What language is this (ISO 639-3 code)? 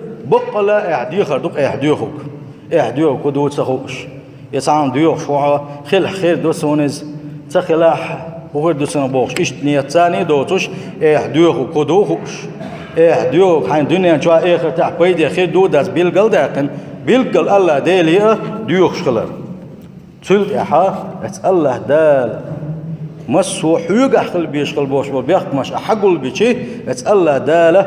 che